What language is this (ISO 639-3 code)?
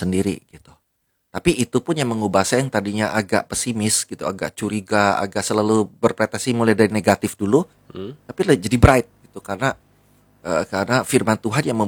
ind